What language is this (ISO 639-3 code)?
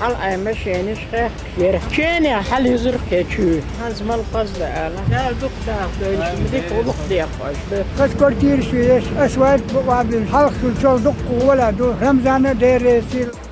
che